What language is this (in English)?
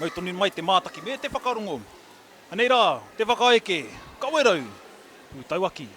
Māori